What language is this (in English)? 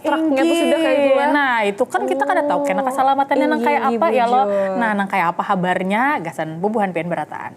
Banjar